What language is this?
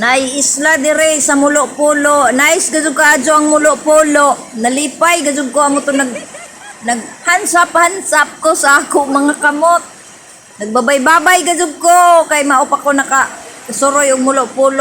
Cebuano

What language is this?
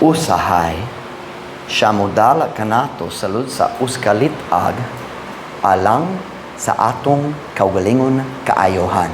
Cebuano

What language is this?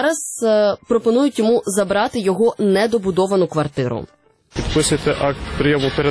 Ukrainian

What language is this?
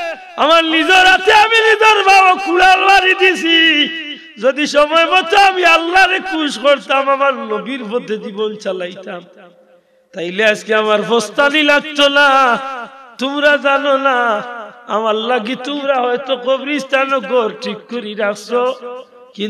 Sylheti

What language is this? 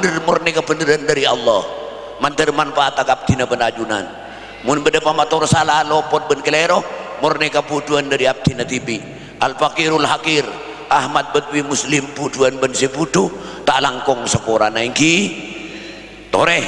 Madurese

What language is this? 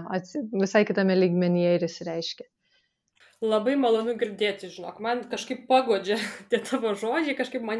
Lithuanian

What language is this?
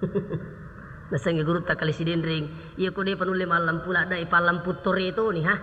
Buginese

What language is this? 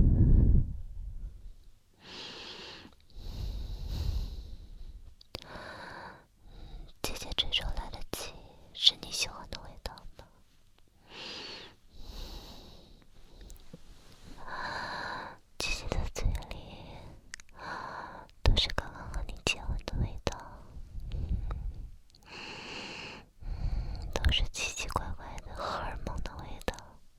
Chinese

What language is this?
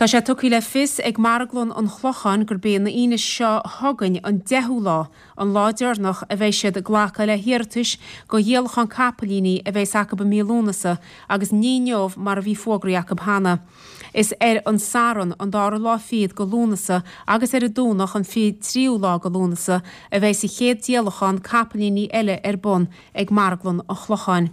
Irish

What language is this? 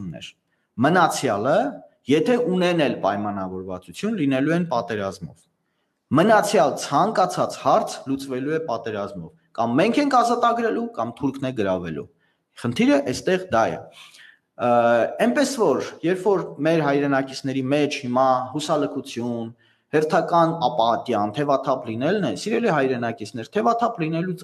Armenian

